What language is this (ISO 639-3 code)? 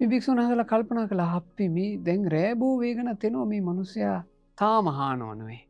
sin